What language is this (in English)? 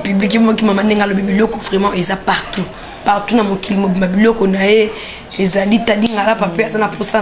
Lingala